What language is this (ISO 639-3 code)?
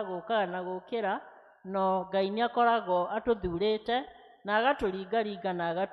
kik